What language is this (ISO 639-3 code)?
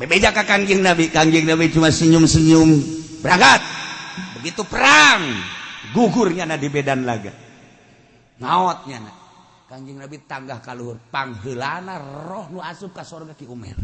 sun